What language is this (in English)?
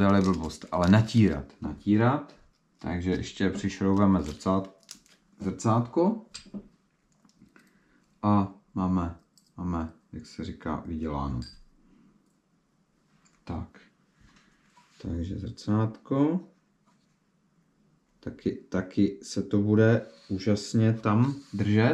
Czech